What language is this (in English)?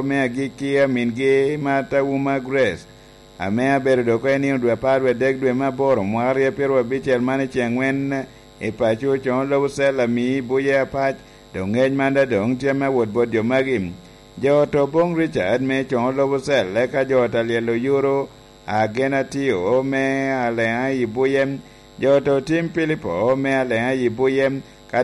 Lango (Uganda)